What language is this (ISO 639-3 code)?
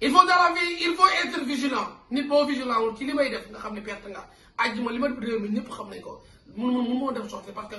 wol